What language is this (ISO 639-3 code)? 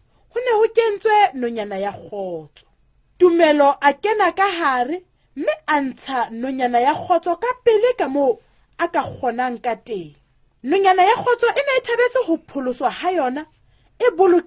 sot